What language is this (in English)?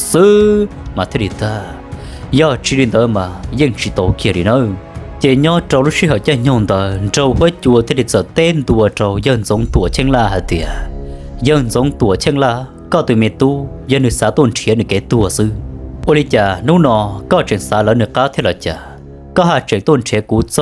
Hmong